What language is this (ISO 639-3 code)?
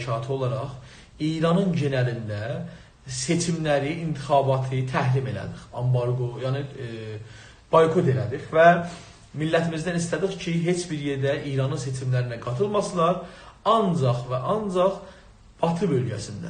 azb